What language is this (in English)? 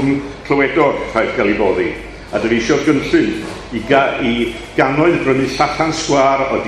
Welsh